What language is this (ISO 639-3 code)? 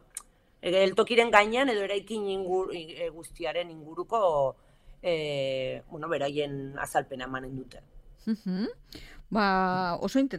eus